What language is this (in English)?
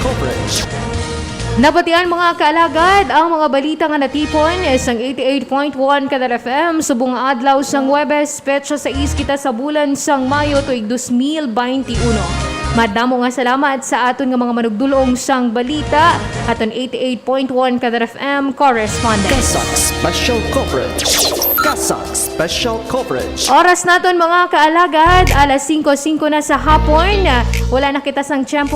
Hiligaynon